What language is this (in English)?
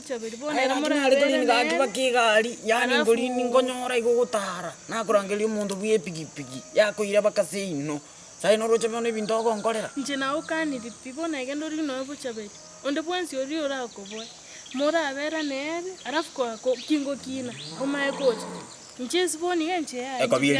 Gusii